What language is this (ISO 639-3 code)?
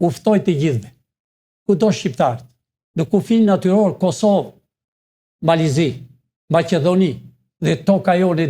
sqi